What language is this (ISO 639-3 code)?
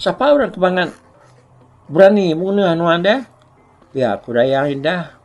iba